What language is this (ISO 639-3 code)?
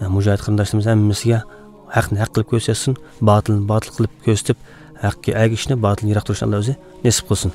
uig